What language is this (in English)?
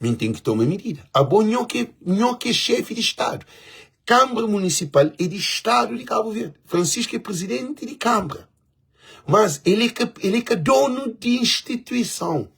Kabuverdianu